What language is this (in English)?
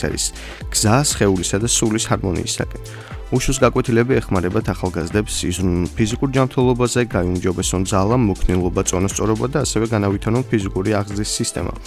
Georgian